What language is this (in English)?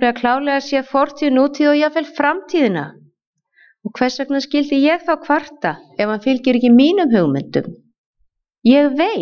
Icelandic